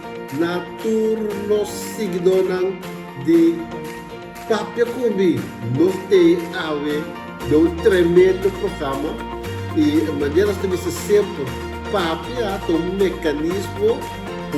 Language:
Papiamento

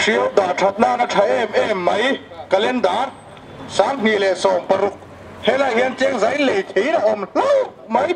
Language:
Mizo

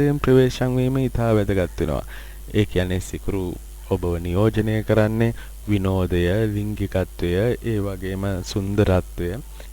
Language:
Sinhala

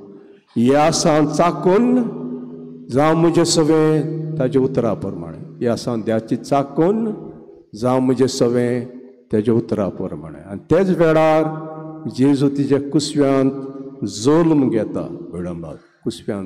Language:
Konkani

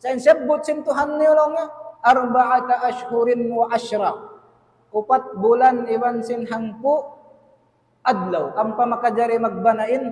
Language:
Tausug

